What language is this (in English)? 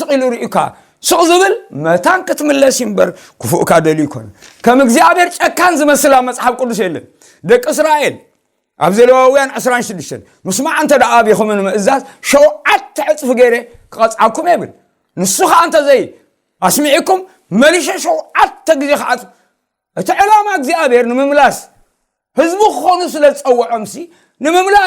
Tigrinya